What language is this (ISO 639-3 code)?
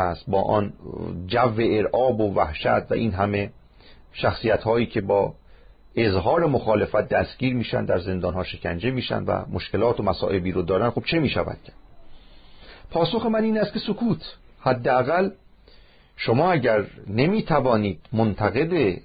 fas